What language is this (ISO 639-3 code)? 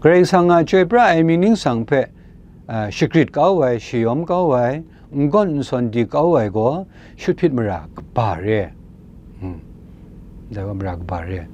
kac